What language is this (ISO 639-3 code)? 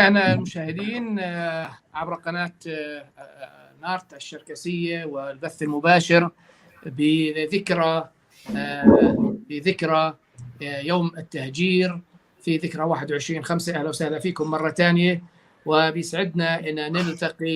apc